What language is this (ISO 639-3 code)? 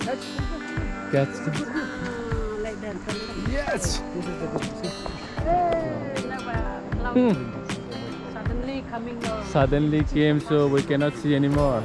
trp